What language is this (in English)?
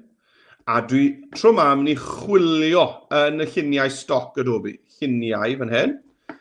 Welsh